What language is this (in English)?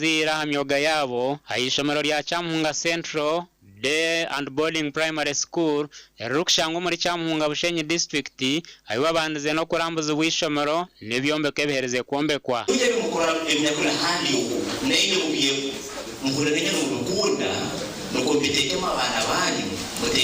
Nyankole